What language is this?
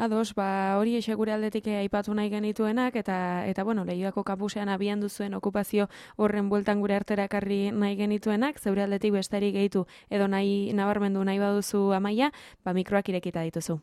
Basque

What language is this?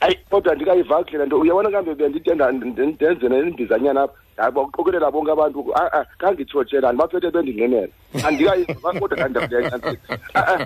Xhosa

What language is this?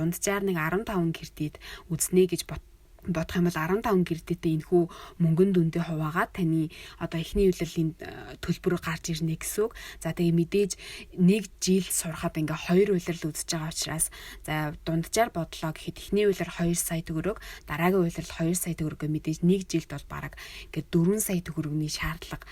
Mongolian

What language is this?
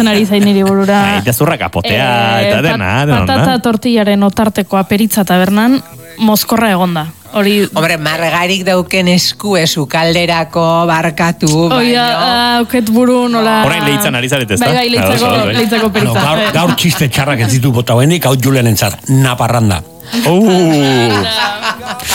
Basque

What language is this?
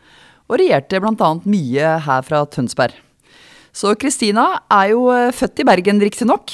Norwegian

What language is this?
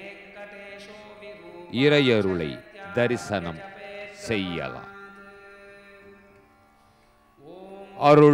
Tamil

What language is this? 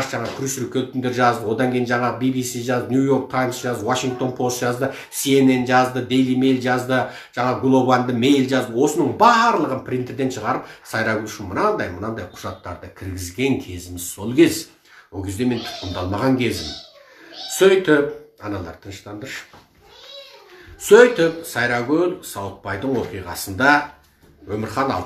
Kazakh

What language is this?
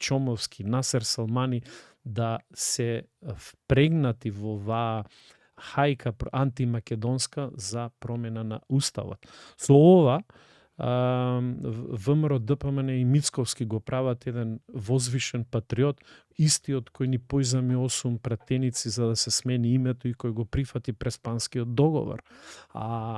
Macedonian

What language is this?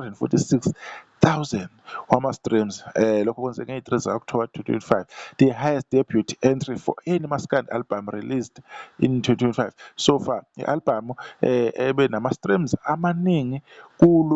Zulu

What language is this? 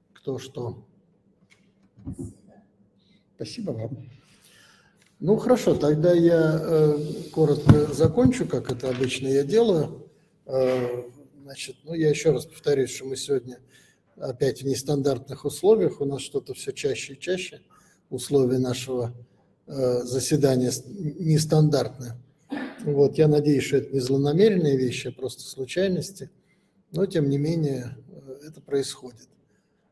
Russian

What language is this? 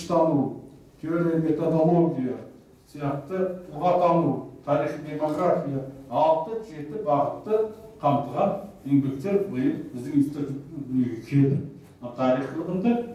Kazakh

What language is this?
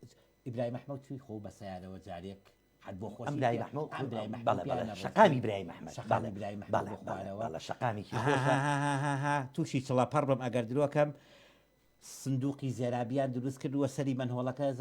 Central Kurdish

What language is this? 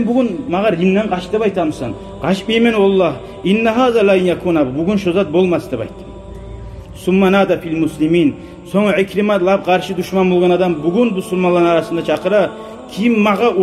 Kumyk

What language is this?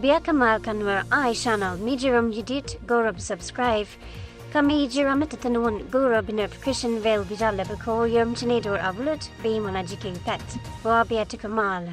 Nuer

